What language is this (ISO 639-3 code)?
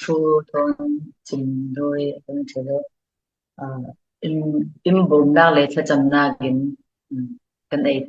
cfm